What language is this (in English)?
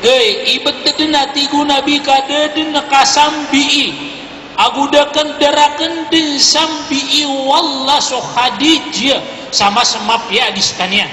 Maranao